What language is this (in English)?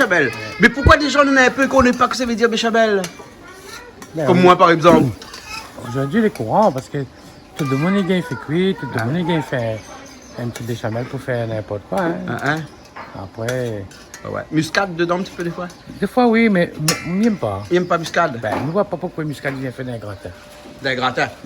Réunion Creole French